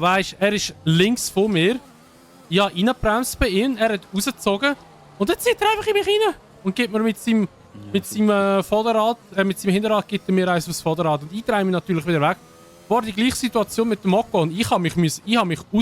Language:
Swiss German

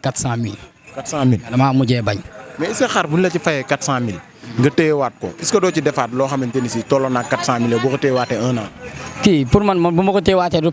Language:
Wolof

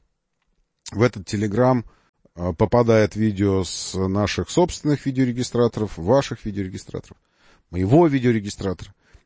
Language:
Russian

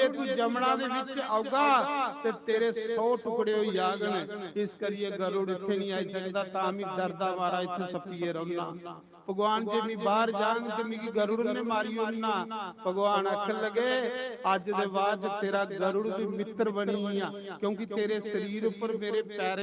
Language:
Dogri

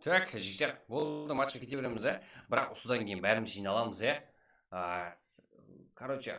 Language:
Kara-Kalpak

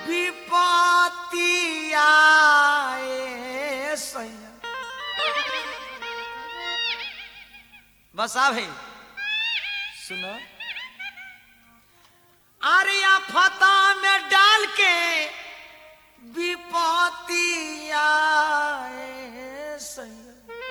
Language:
Bhojpuri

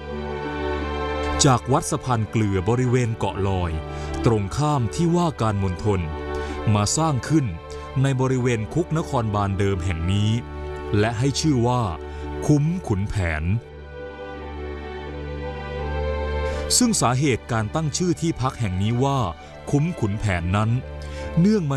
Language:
Thai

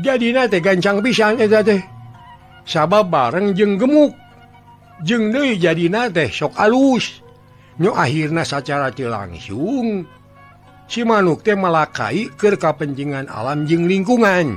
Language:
Sundanese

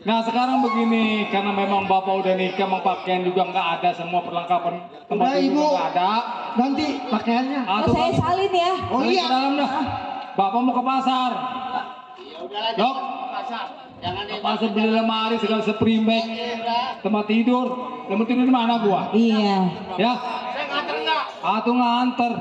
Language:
Betawi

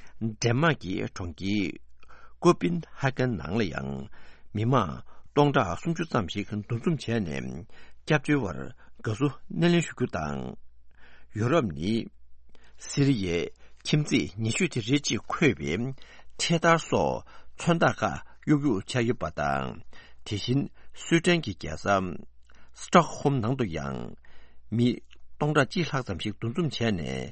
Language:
Tibetan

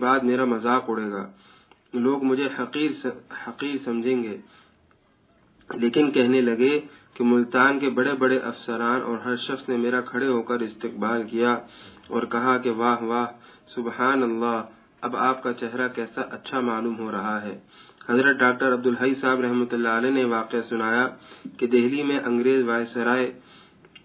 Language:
Urdu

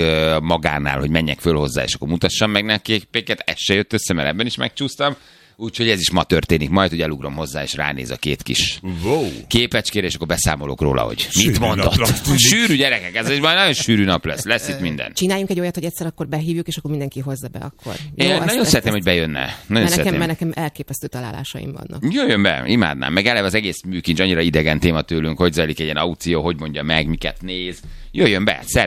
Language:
Hungarian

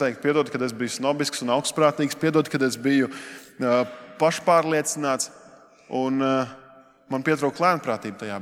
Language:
Latvian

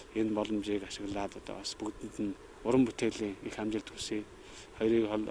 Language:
Mongolian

